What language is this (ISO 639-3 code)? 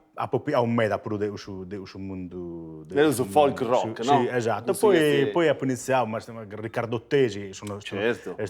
srd